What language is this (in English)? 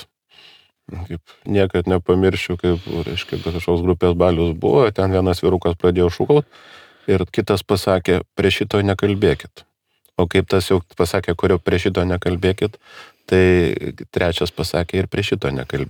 Lithuanian